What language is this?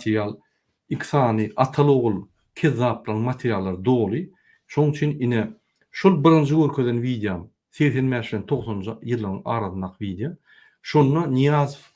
Turkmen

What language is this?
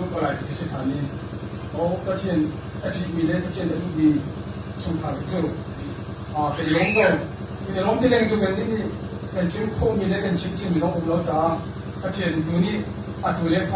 Hakha Chin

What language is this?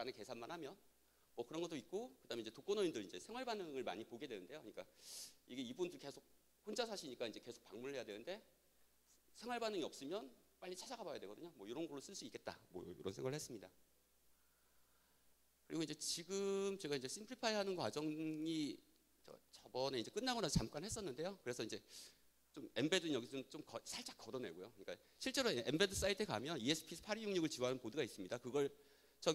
Korean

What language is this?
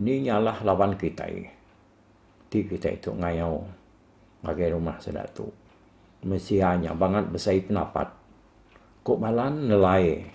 Iban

